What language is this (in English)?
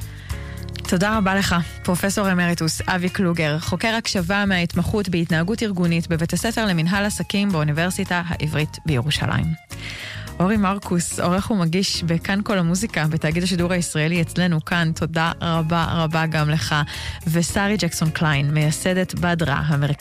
Hebrew